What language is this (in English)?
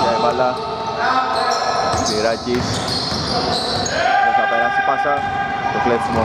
Greek